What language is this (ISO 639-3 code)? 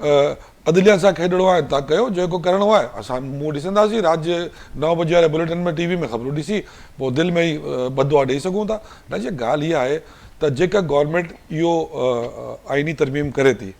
snd